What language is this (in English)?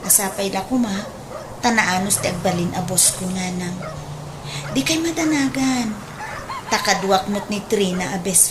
Iloko